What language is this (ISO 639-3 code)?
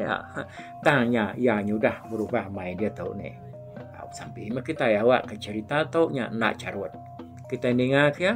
iba